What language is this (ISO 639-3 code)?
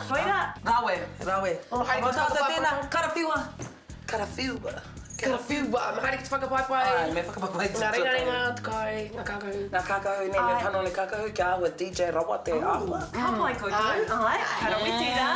mri